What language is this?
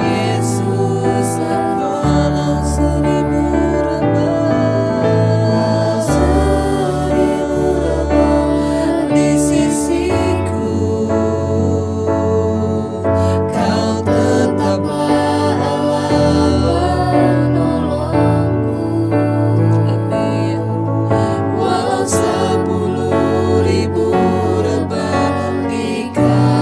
Indonesian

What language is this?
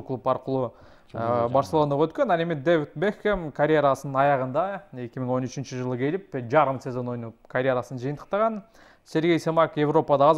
Kyrgyz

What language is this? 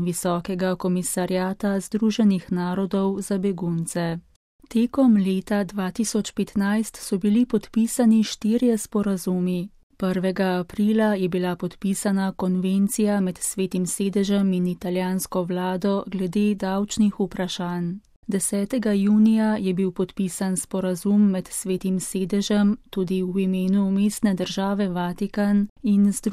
Slovenian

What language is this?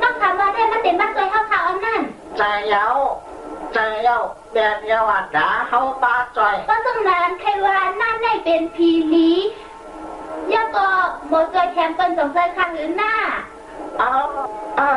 Shan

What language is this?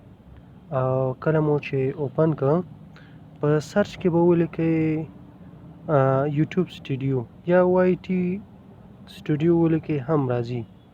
Pashto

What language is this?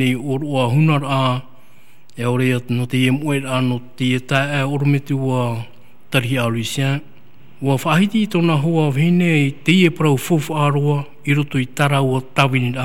Tahitian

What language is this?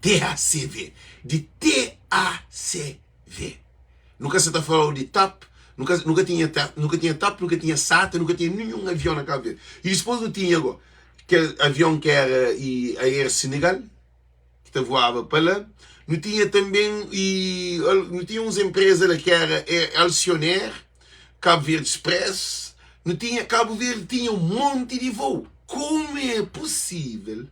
Kabuverdianu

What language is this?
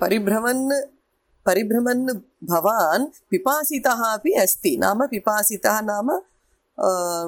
Sanskrit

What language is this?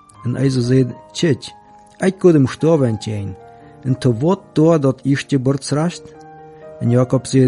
German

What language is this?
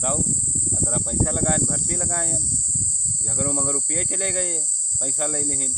Awadhi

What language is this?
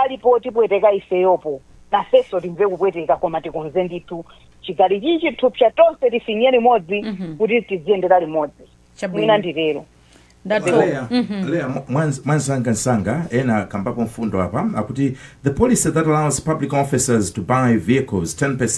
Nyanja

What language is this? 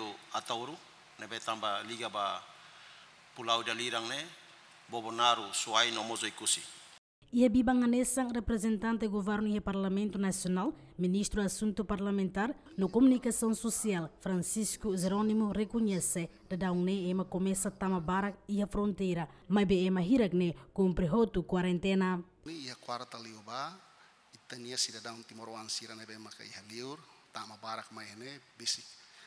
Tetum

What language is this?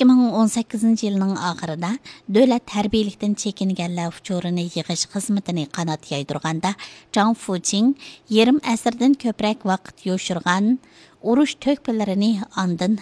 Uyghur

